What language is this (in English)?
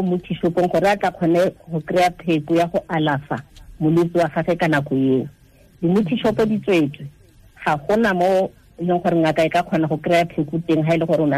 Tswana